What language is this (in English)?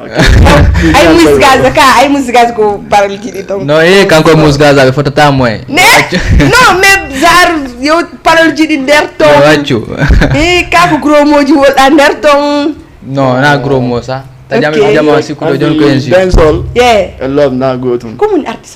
Fula